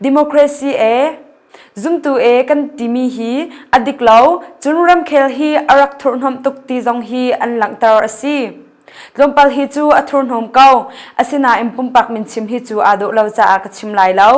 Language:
Hakha Chin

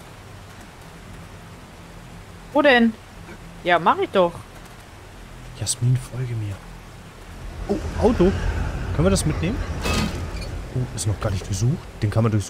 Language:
German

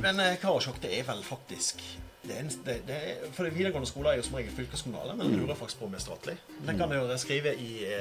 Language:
Norwegian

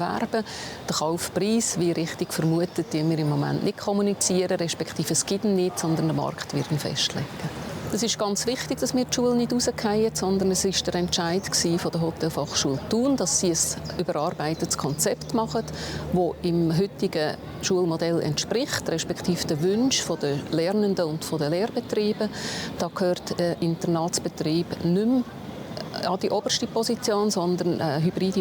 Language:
Swiss German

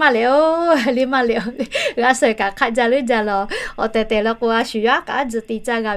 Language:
Lahu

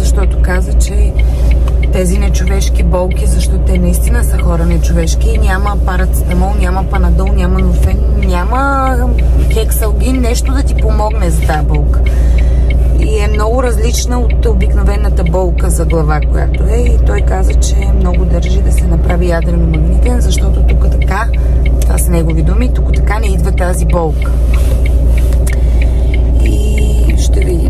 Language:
Bulgarian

